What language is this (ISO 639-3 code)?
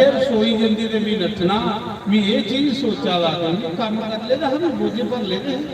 doi